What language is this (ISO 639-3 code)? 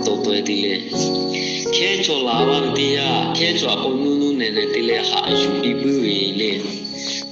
lhu